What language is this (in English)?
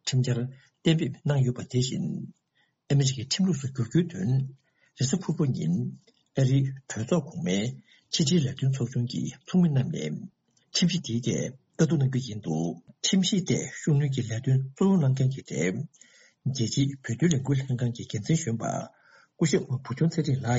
Tibetan